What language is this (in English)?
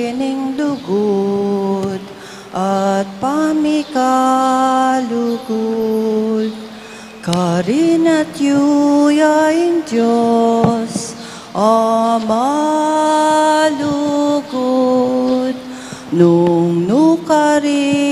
Pampanga